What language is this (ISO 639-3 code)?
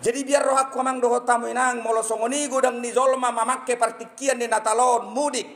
bbc